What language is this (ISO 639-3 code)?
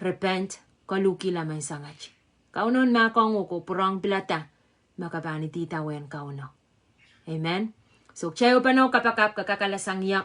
pon